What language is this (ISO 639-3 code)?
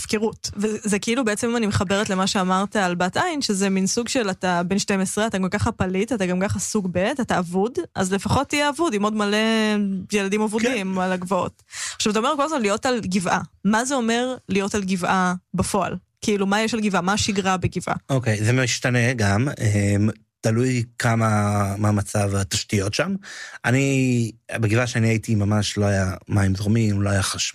heb